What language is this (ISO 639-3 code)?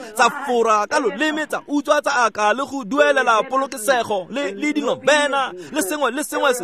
tsn